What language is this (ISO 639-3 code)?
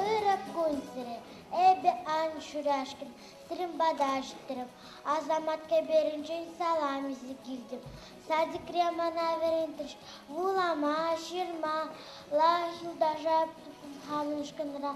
chv